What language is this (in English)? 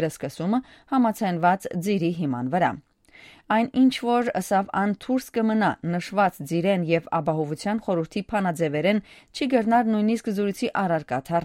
Western Armenian